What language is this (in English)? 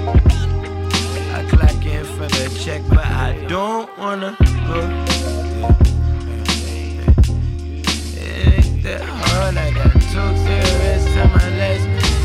English